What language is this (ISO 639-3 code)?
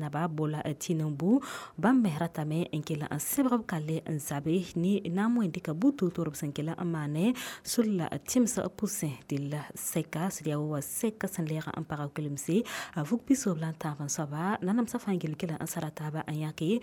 mos